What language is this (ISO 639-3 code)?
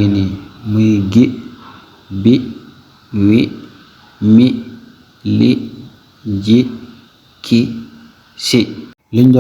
wol